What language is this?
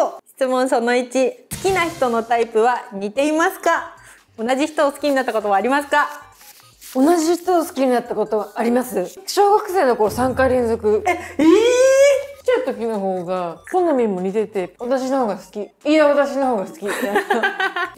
Japanese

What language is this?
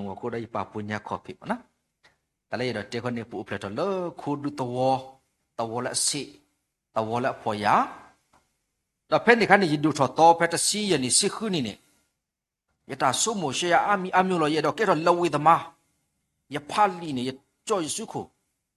S'gaw Karen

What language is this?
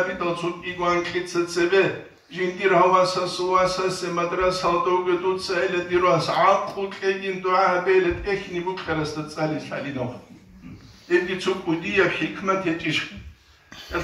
Avaric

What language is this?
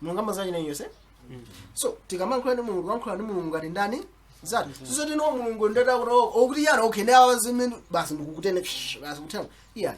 Nyanja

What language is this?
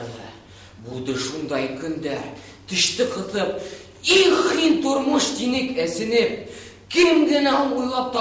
Bashkir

